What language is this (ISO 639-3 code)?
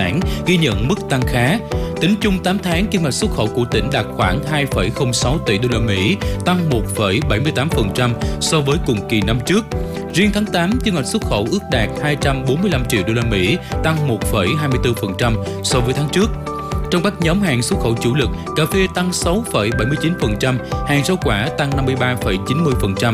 vie